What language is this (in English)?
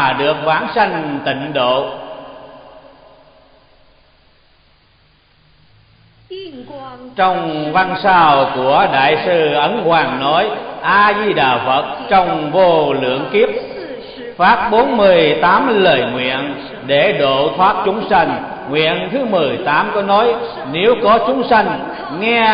Vietnamese